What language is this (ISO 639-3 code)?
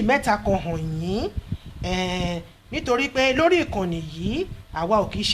yor